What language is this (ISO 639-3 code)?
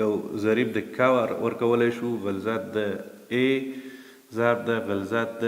pus